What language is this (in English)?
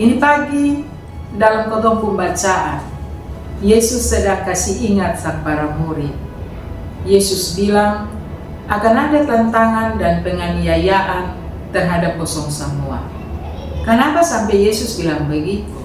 Kupang Malay